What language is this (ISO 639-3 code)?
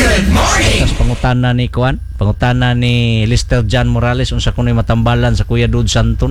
ceb